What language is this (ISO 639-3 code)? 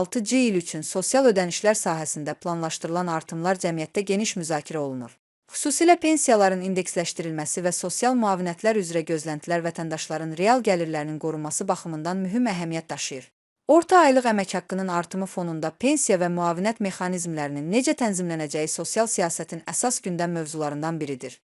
aze